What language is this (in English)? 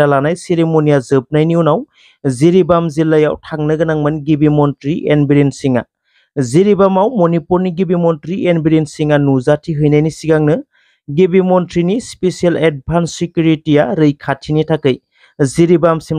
Bodo